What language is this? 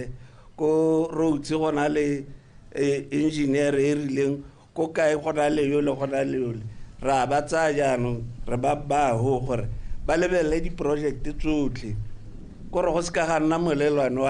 Tswana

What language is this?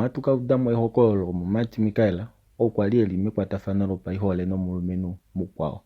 Kuanyama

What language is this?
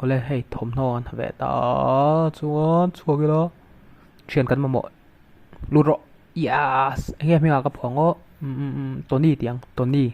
Mizo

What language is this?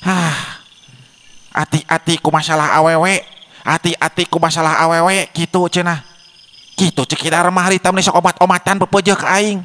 Sundanese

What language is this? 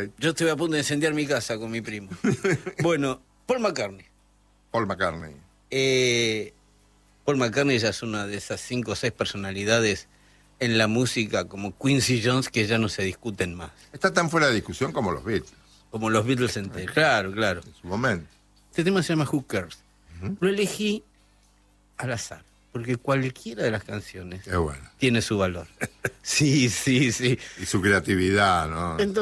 Spanish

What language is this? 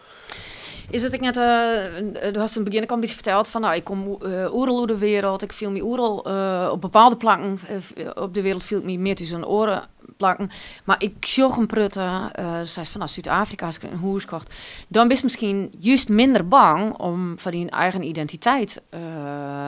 Western Frisian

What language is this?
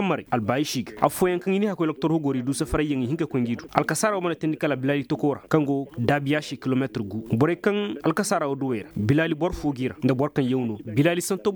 Koyraboro Senni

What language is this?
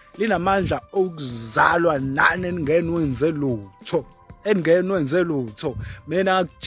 Zulu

